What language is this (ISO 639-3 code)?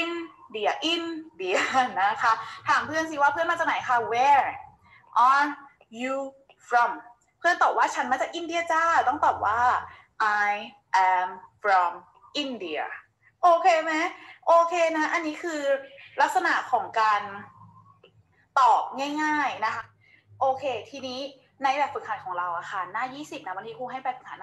tha